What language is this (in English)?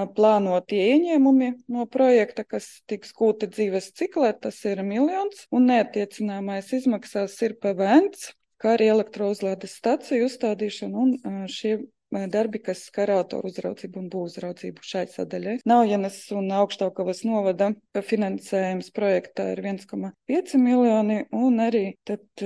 Latvian